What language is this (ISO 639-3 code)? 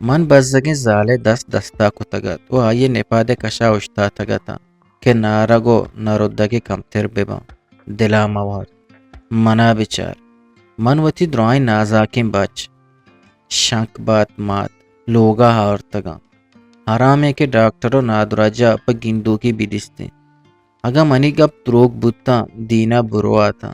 bgp